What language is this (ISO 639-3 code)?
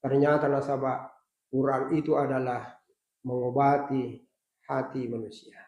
bug